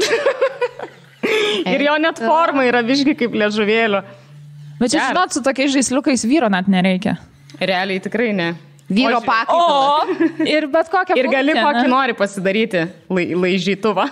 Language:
Lithuanian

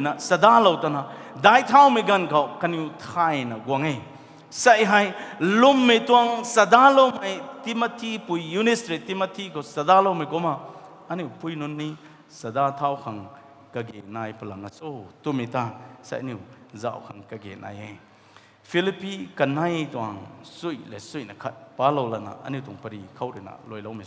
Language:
Rongmei Naga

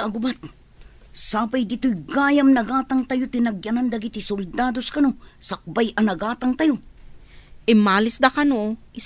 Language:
Iloko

